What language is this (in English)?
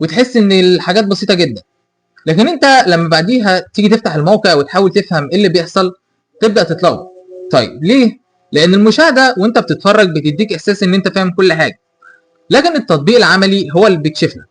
Egyptian Arabic